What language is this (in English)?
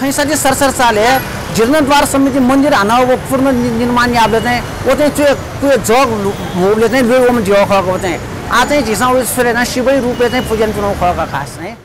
Newari